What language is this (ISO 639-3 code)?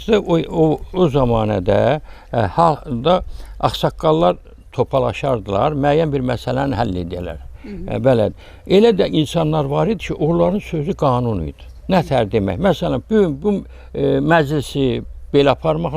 aze